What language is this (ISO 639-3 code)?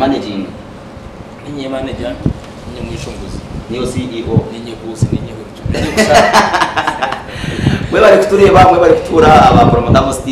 kin